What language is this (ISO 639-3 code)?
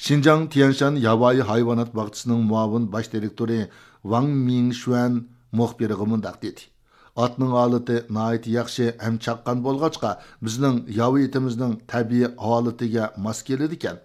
uig